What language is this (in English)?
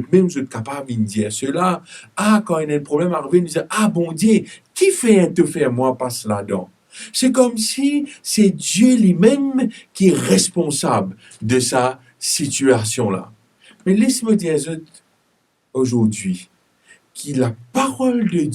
Morisyen